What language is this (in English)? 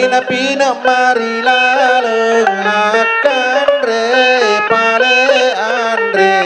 Buginese